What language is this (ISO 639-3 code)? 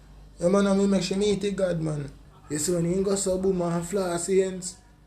jam